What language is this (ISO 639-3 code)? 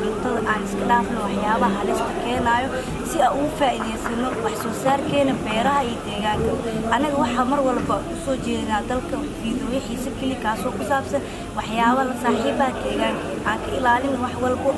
som